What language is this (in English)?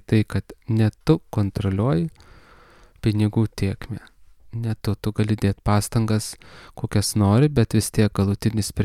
Lithuanian